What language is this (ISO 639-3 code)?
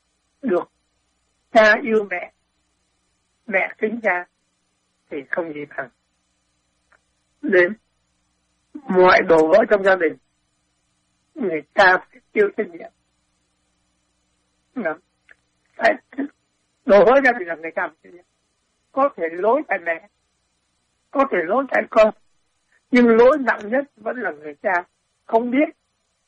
vie